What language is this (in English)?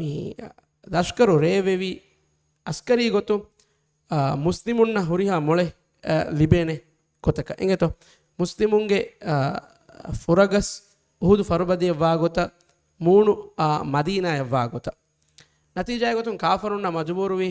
Divehi